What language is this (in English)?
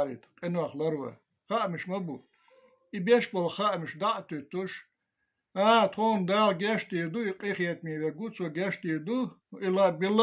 Chechen